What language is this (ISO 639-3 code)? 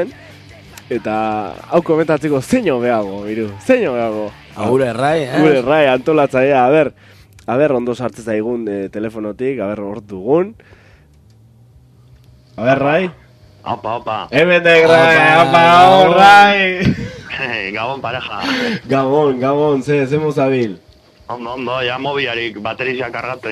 eus